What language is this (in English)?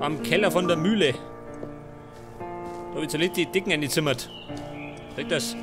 Bavarian